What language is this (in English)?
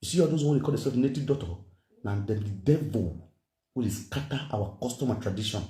Nigerian Pidgin